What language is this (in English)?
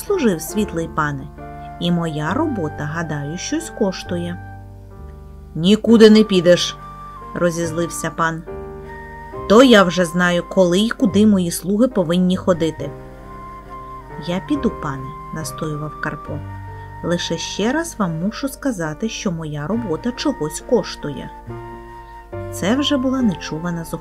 Ukrainian